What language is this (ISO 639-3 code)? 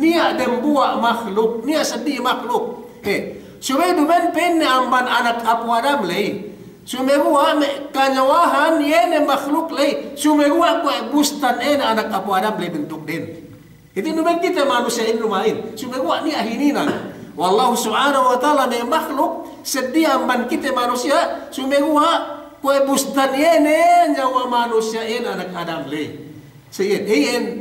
yka